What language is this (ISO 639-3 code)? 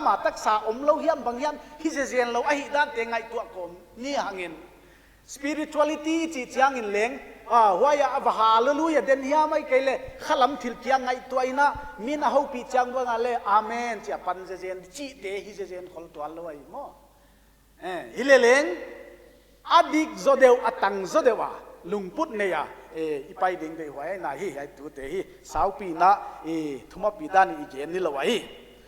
pck